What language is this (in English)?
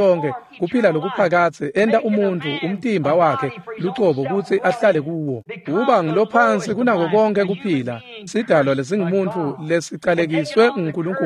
Swati